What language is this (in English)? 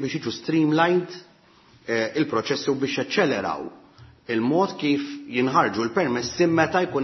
Maltese